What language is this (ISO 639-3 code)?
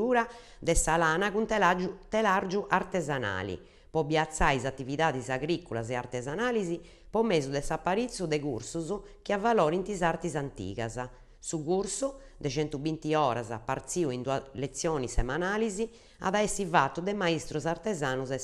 srd